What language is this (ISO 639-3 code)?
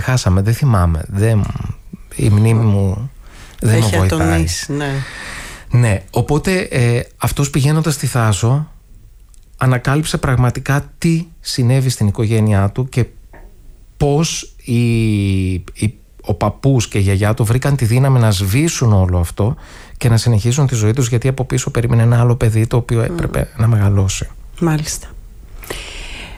ell